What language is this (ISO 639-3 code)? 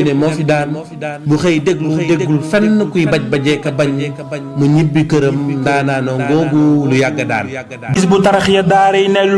wol